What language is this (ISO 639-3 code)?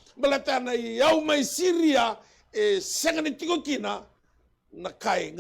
fij